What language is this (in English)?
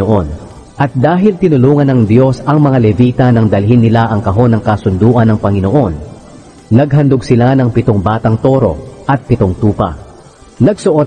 Filipino